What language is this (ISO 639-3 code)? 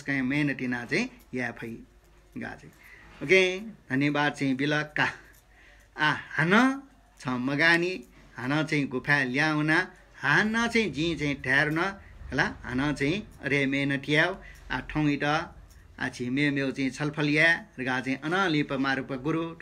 new